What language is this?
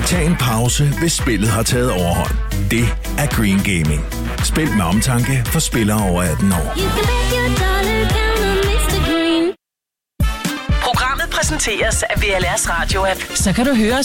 Danish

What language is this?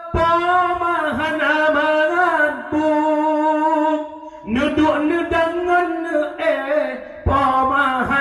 Achinese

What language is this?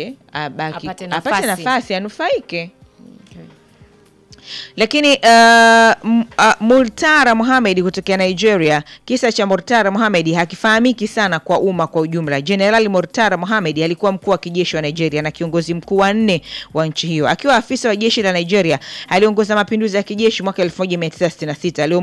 Swahili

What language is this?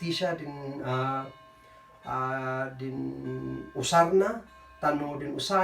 Kankanaey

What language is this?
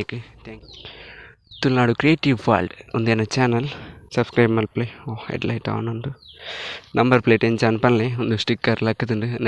Tulu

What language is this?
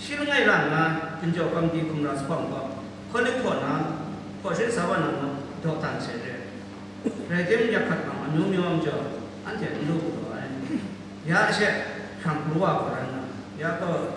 Kachin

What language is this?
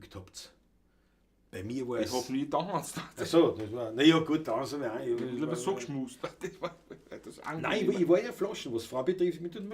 Bavarian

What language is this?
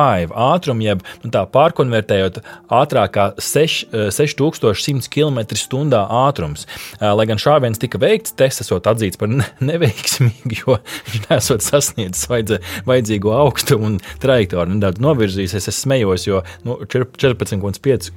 Latvian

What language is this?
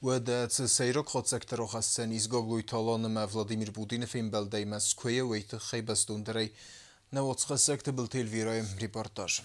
Ossetic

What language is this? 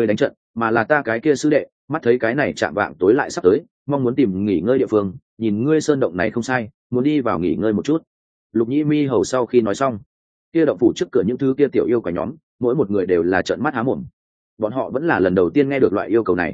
Vietnamese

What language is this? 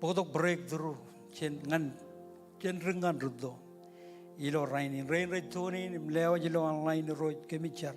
Marshallese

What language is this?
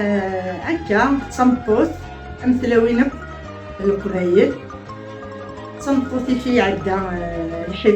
Kabyle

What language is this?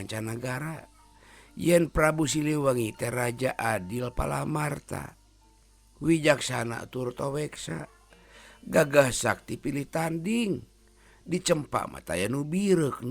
Sundanese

